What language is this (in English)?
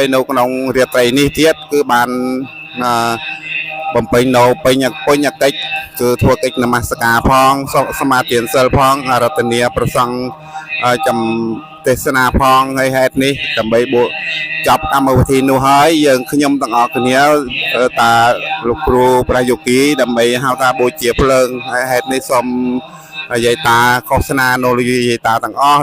Khmer